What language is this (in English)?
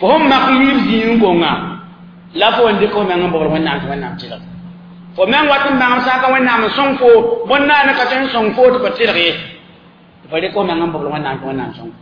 Mossi